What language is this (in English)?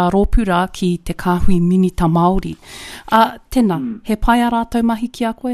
Māori